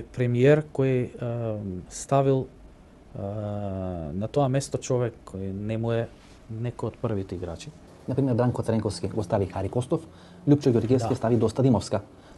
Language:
Macedonian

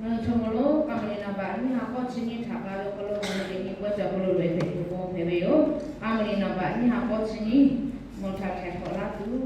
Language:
Lahu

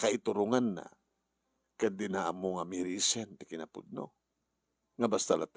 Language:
Iloko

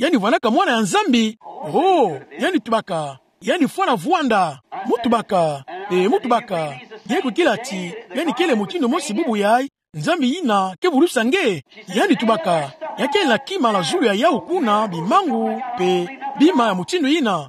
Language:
Kituba (Democratic Republic of Congo)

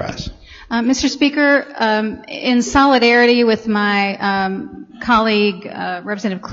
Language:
English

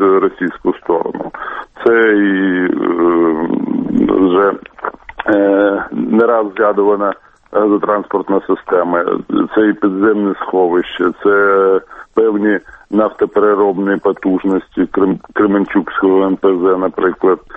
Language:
Ukrainian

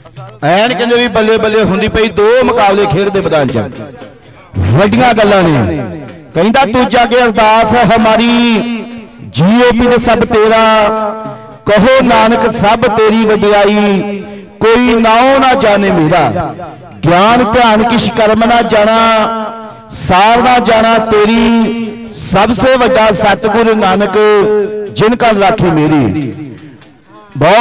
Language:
Punjabi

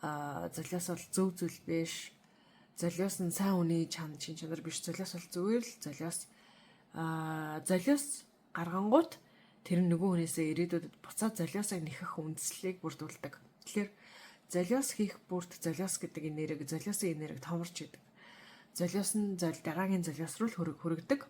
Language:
Mongolian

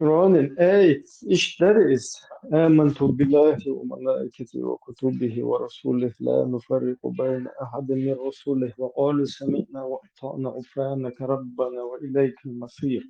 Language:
Chechen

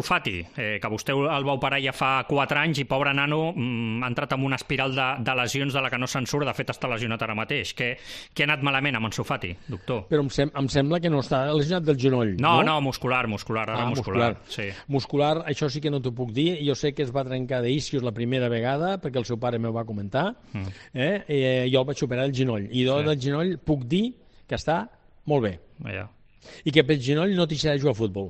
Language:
Catalan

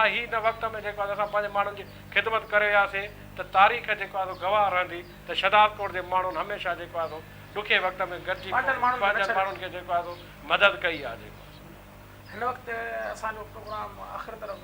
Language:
Sindhi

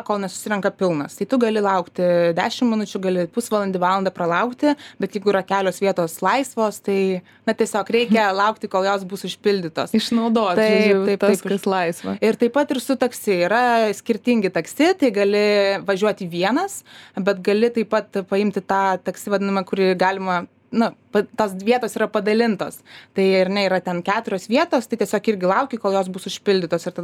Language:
Lithuanian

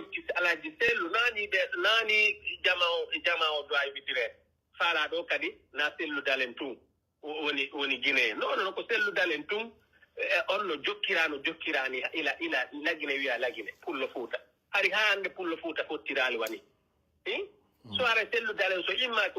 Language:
Pular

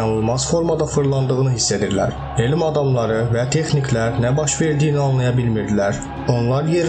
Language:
Azerbaijani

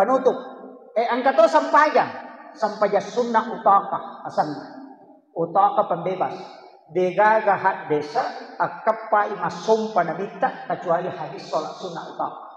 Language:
Buginese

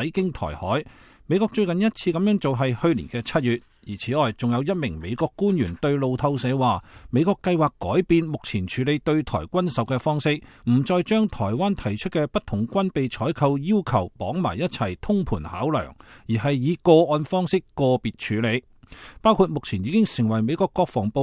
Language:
Cantonese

